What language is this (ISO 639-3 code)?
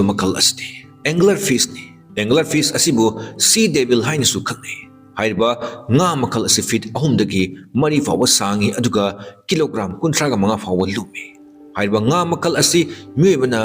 mni